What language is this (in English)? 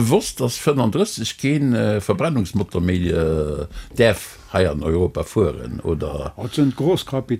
Luxembourgish